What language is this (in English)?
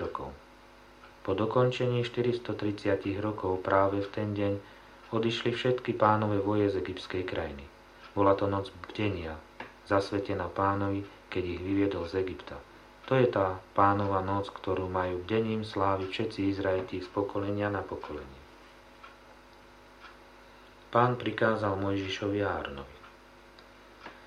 Slovak